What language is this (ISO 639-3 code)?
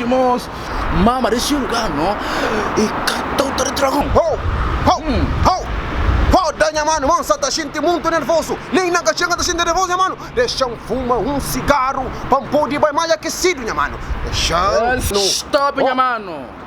kea